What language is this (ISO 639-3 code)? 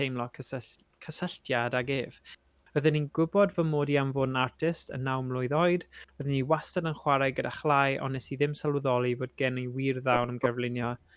cym